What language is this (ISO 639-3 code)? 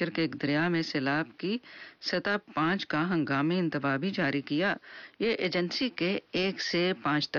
urd